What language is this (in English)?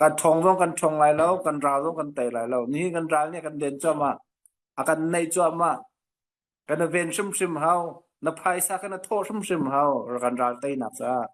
Hakha Chin